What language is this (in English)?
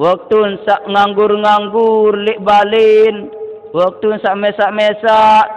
Sasak